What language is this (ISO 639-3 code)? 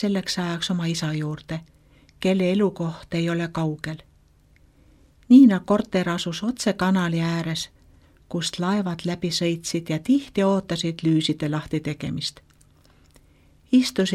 est